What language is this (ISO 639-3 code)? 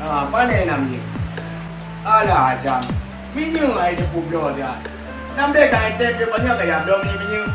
ace